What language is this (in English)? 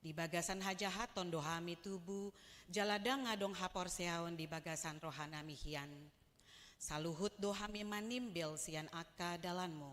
Batak Toba